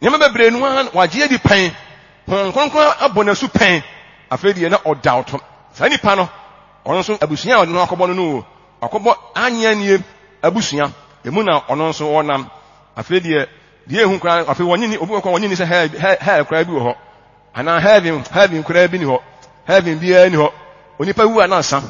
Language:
Akan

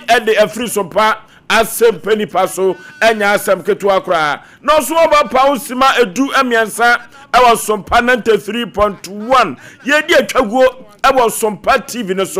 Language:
Akan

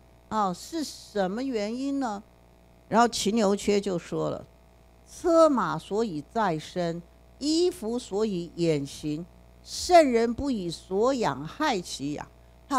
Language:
Chinese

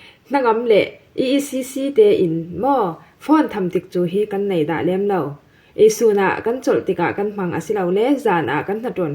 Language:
Falam Chin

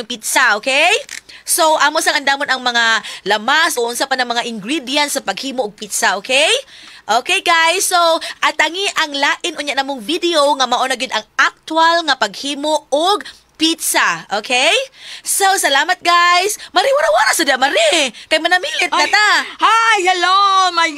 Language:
Cebuano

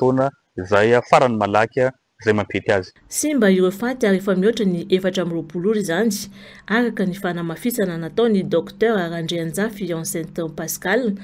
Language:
Malagasy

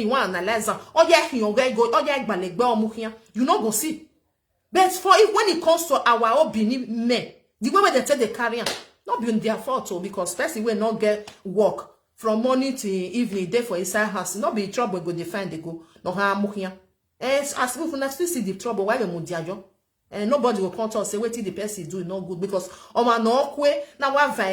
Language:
Nigerian Pidgin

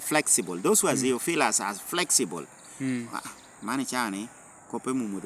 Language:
Lango (Uganda)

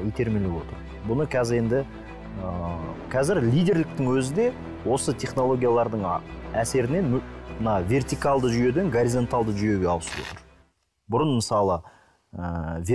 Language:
Kazakh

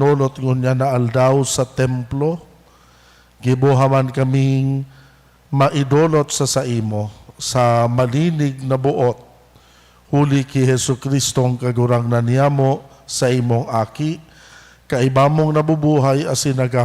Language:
Bikol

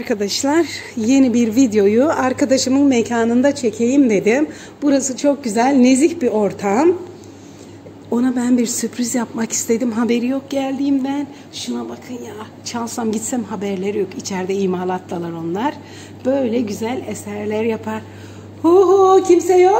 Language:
Turkish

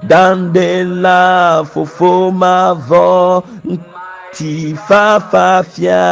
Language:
Ewe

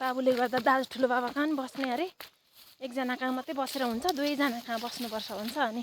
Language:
Nepali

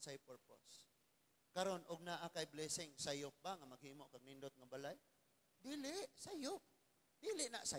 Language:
Cebuano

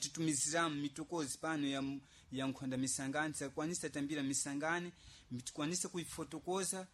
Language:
Sena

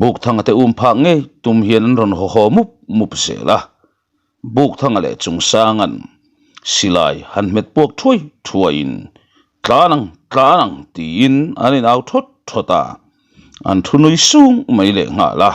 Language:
Mizo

